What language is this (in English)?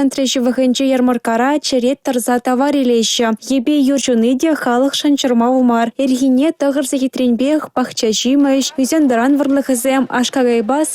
Chuvash